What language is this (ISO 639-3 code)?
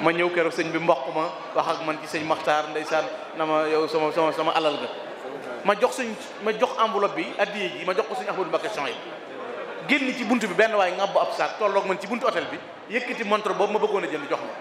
wol